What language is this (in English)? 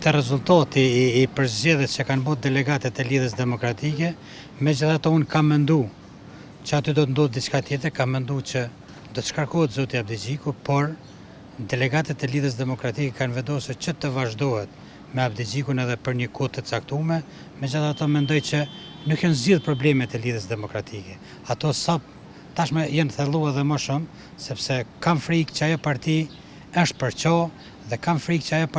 Albanian